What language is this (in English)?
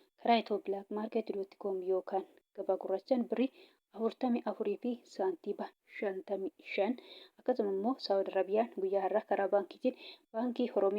Oromo